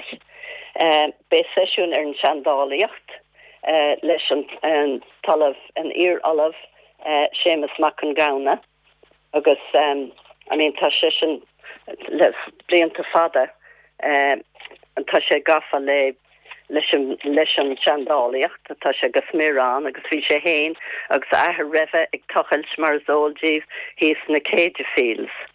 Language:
Irish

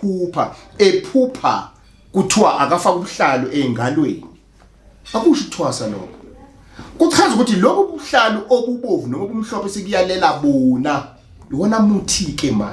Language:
Zulu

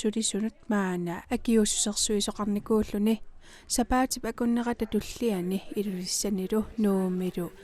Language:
Kalaallisut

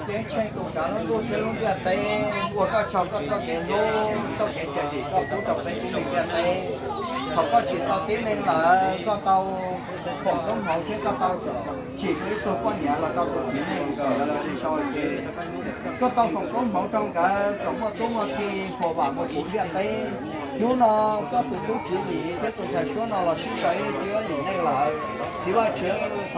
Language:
Hmong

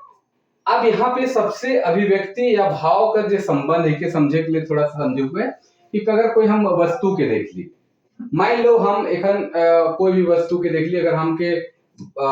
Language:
Sadri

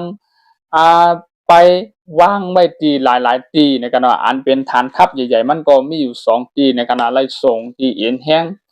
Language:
Shan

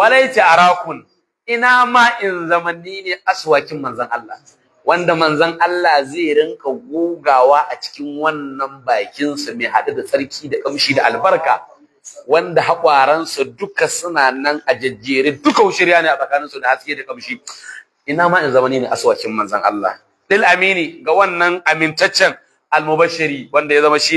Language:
Hausa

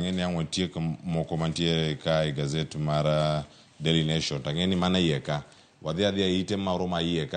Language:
Luo (Kenya and Tanzania)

